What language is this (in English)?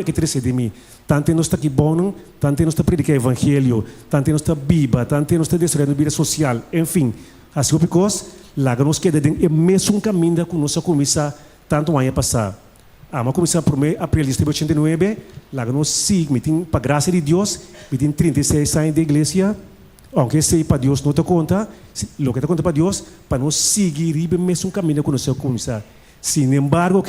Papiamento